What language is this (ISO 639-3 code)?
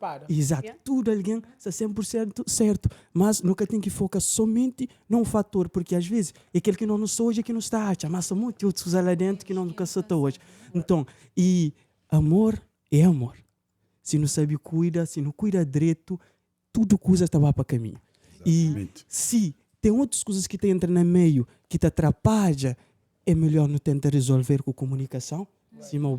kea